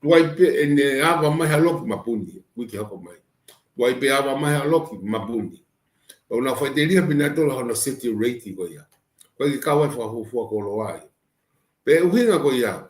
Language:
Tongan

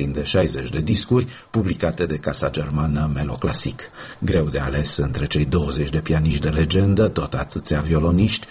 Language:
Romanian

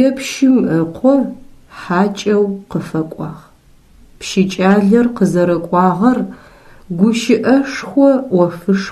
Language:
Adyghe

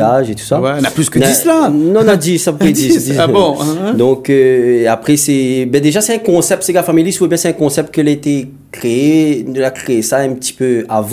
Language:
Réunion Creole French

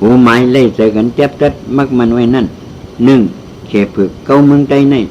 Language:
Shan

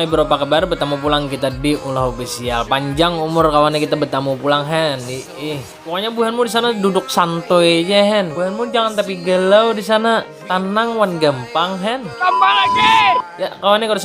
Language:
Banjar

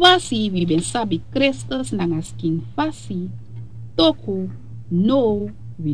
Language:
Sranan Tongo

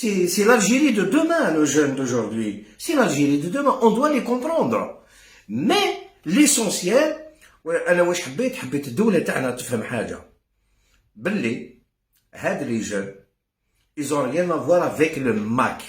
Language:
Algerian Arabic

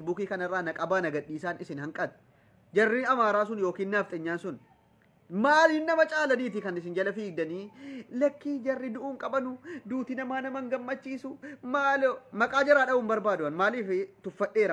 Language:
Oromo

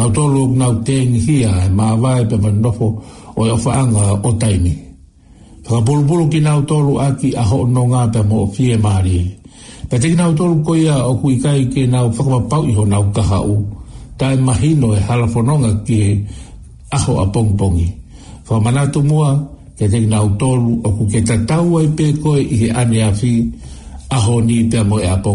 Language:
Tongan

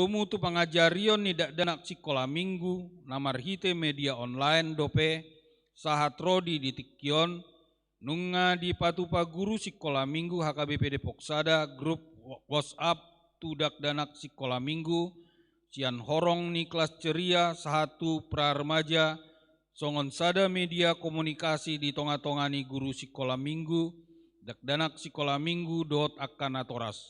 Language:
Batak Toba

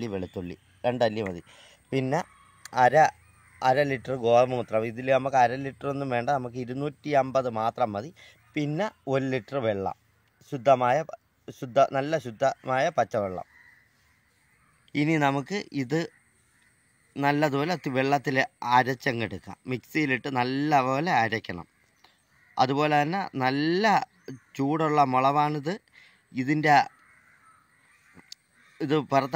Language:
Malayalam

